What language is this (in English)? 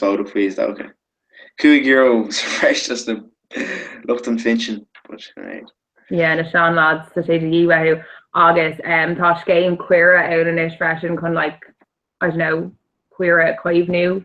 Irish